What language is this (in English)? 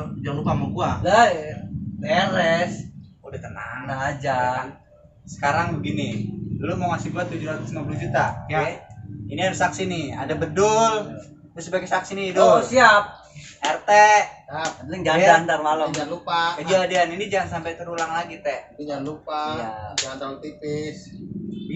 Betawi